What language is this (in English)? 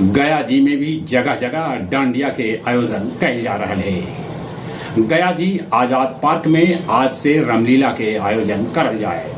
Magahi